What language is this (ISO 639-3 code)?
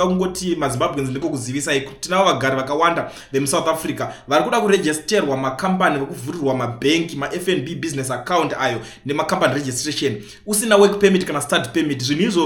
sna